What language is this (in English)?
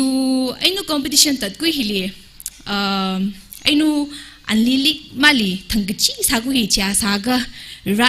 Tangkhul Naga (India)